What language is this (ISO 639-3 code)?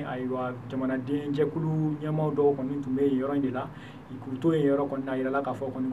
bam